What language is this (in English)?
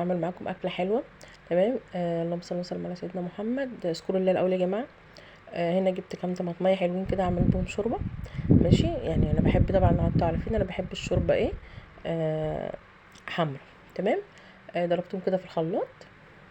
Egyptian Arabic